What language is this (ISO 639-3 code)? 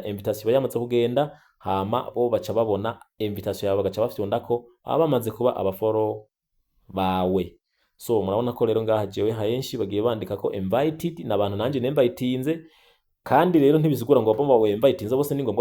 run